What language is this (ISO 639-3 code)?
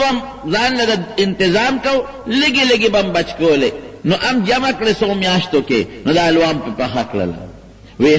pus